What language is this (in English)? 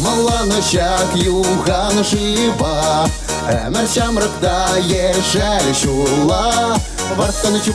Chuvash